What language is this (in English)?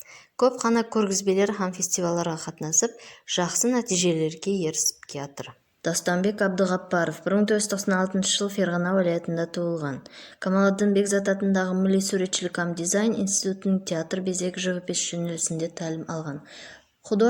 Kara-Kalpak